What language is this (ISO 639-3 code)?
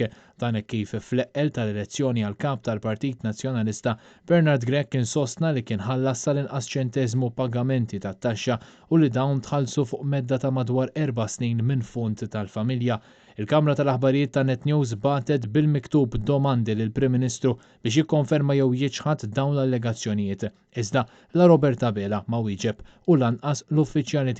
mlt